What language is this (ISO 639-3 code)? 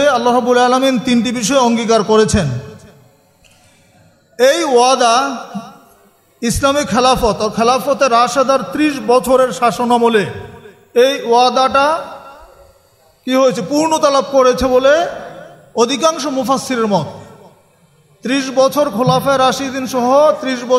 ben